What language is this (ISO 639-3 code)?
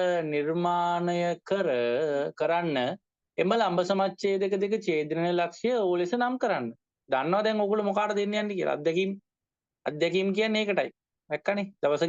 sin